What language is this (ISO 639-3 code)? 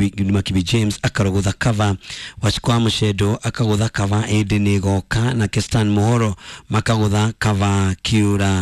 kik